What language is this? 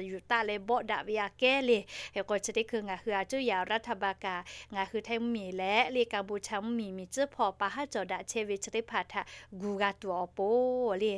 Lahu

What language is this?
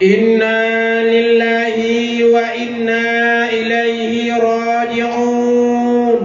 Achinese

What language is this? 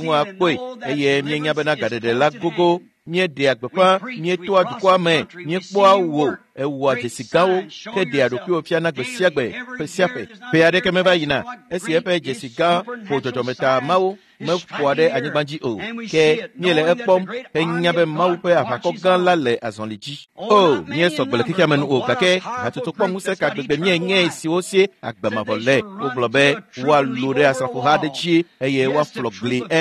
Ewe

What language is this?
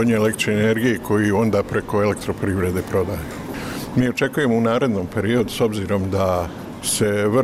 Bosnian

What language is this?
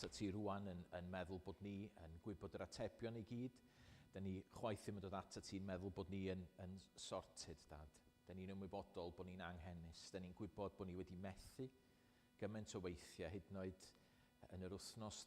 Welsh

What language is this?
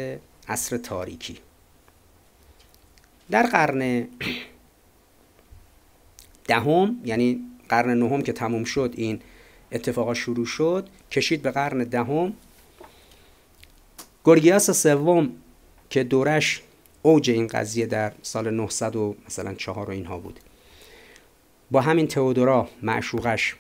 Persian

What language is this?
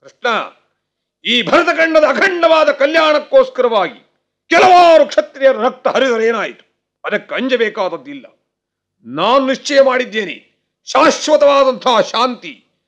Kannada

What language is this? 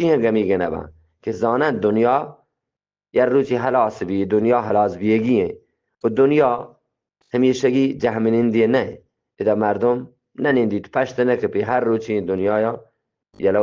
Eastern Balochi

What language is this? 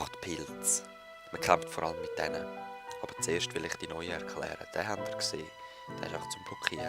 Swiss German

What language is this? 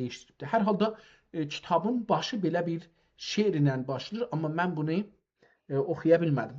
South Azerbaijani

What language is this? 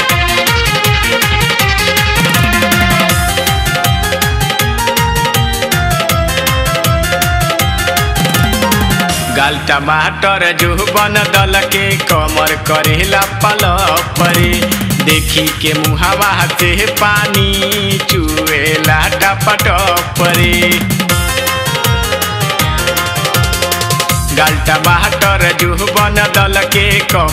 Bhojpuri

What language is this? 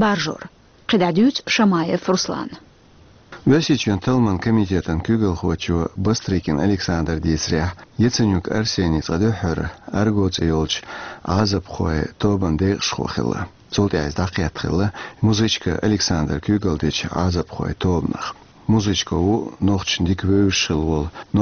Chechen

